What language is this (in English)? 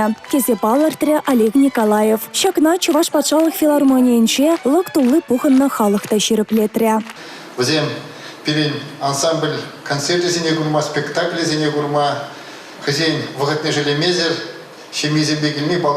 Chuvash